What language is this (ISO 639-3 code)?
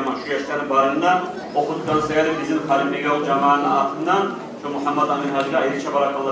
kum